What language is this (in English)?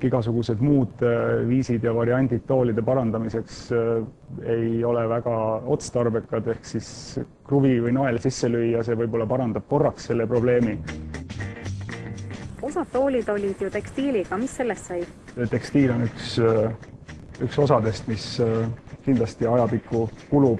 Estonian